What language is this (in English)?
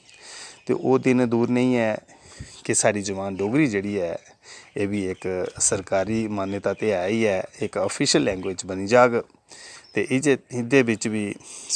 Dogri